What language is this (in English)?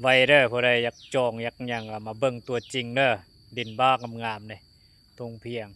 Lao